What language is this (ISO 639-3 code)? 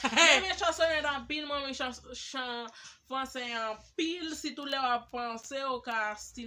hat